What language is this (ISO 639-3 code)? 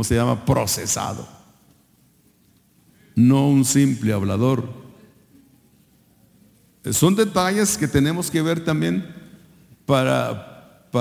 spa